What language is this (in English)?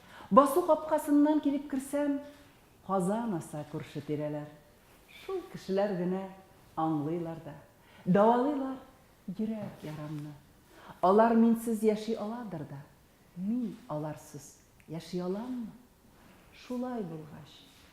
Tatar